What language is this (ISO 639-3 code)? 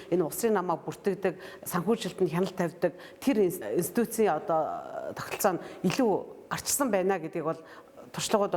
mon